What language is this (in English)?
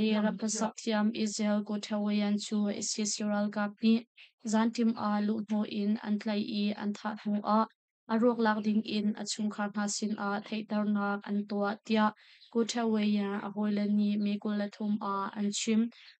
Hakha Chin